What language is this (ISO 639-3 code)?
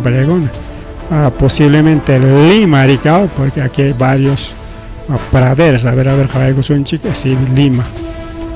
quy